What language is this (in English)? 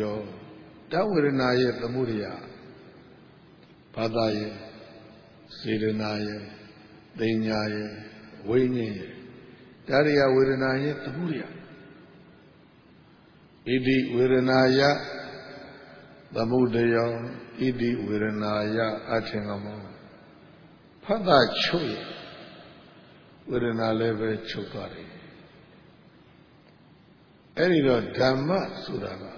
Burmese